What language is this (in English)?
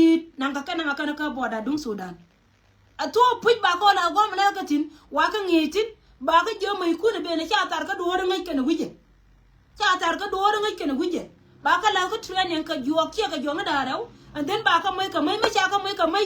Nuer